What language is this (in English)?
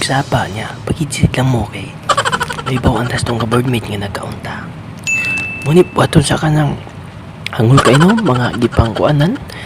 Cebuano